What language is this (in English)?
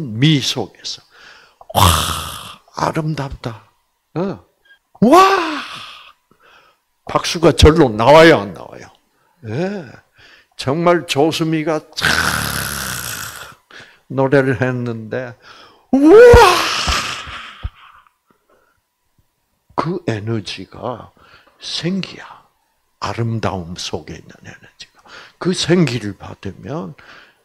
Korean